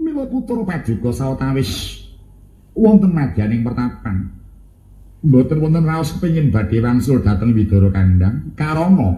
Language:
Javanese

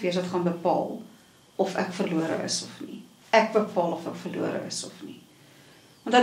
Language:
Afrikaans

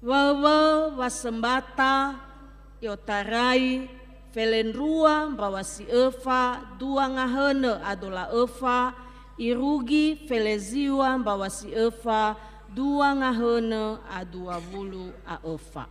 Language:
Nias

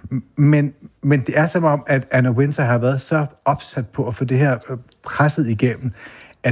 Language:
Danish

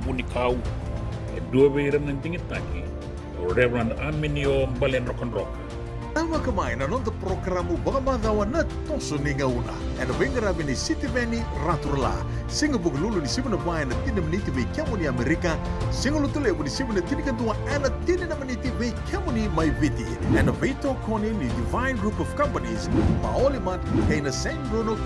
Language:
Fijian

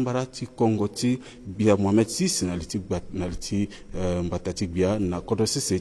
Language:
Sango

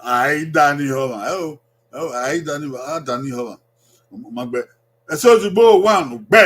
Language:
Bini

